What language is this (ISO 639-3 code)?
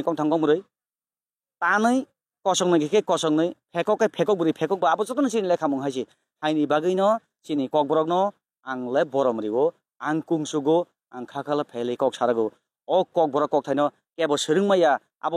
trp